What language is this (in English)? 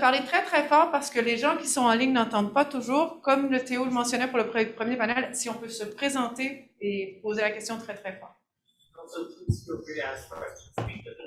French